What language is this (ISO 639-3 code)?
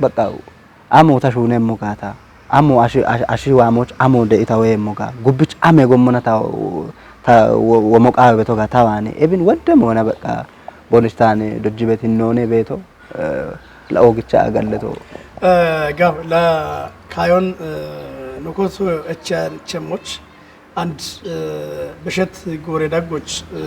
kbr